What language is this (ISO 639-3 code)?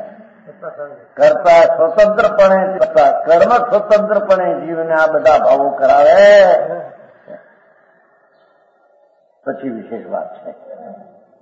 guj